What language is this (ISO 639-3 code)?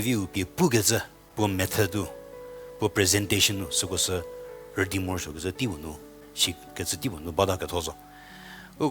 njm